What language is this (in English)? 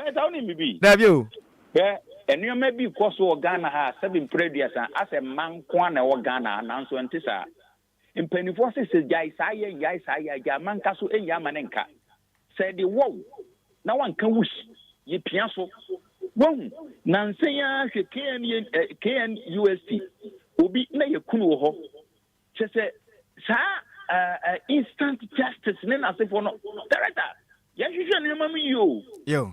Akan